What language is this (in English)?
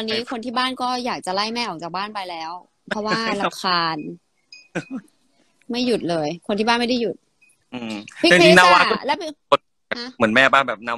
Thai